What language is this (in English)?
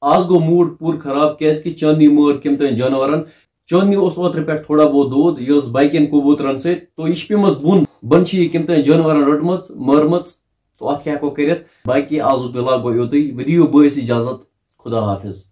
Kashmiri